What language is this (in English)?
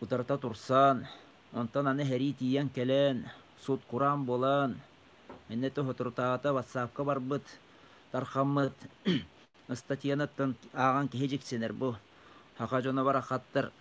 Yakut